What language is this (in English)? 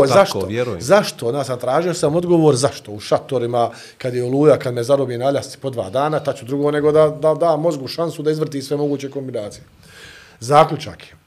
Bosnian